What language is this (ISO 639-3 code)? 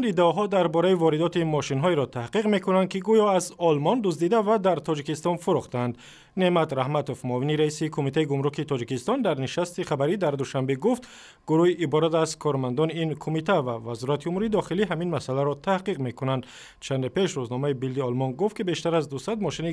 tgk